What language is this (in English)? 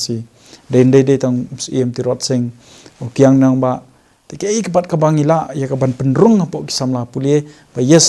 Khasi